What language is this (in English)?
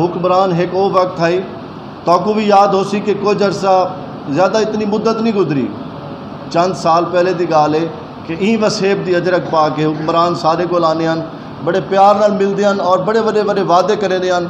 Saraiki